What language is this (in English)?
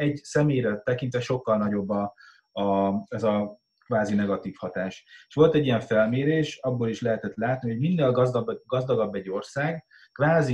Hungarian